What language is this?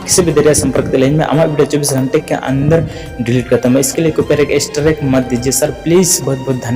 Santali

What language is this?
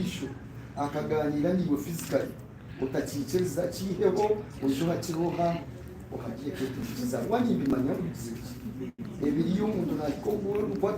Nyankole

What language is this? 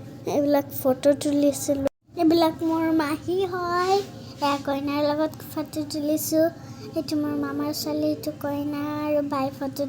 Assamese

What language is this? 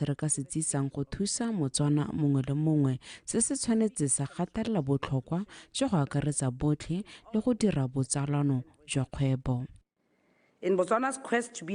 Tswana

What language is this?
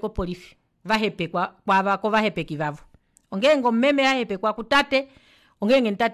Kuanyama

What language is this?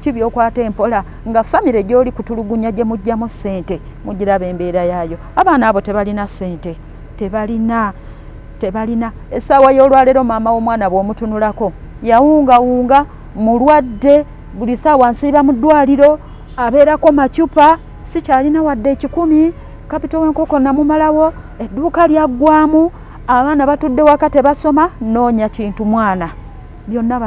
Ganda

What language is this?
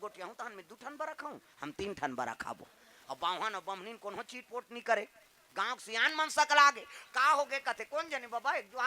Chhattisgarhi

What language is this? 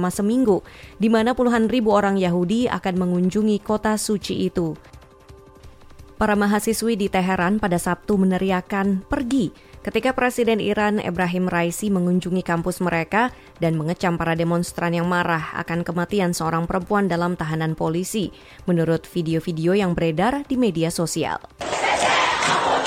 Indonesian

